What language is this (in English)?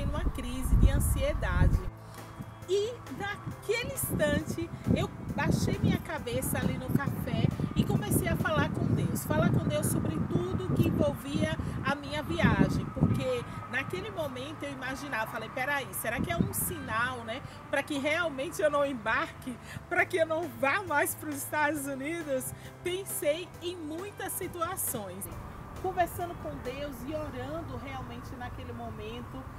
Portuguese